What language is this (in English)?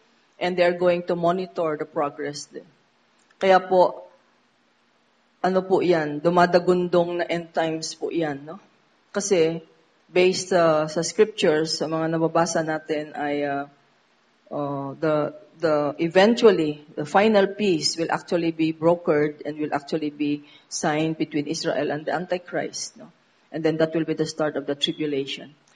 Filipino